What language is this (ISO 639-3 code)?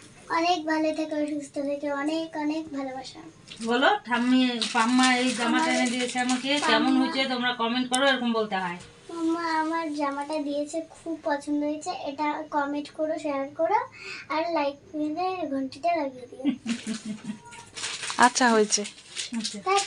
ben